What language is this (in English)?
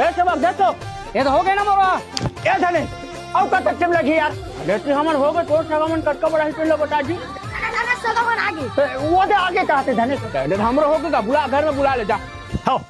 Chhattisgarhi